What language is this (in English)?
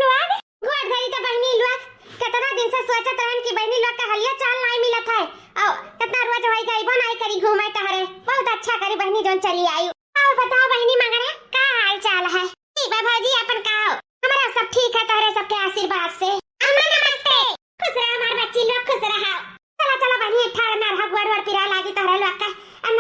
Awadhi